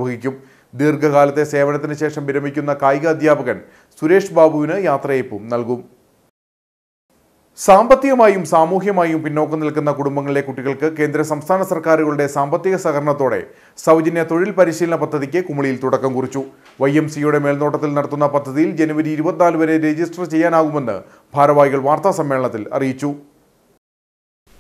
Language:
Malayalam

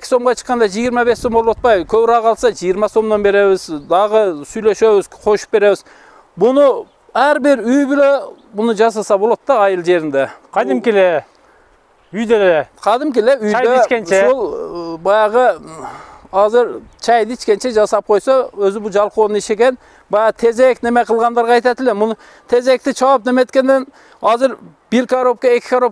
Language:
Kyrgyz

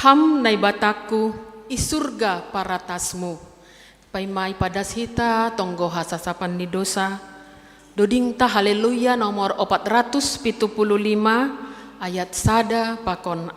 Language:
Batak Simalungun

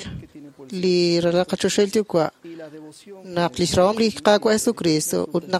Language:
Kekchí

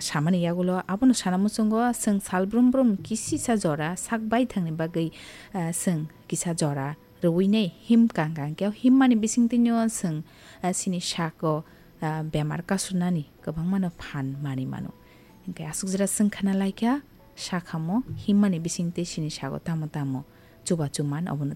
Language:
Kok Borok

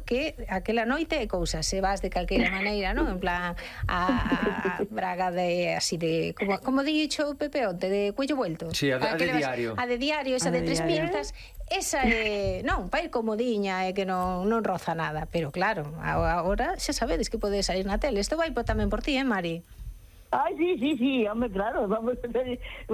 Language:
Galician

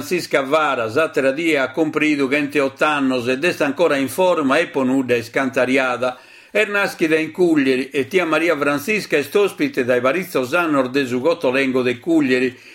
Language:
Sardinian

